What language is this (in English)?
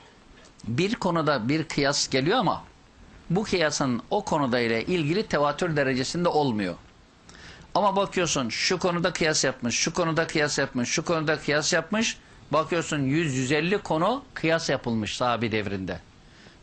Turkish